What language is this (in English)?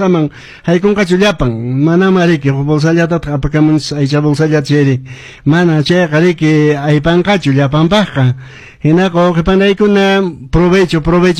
Quechua